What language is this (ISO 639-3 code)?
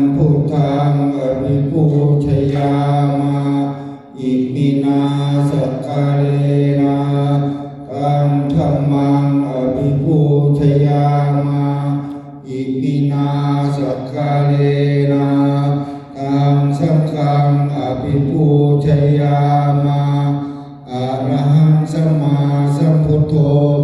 pli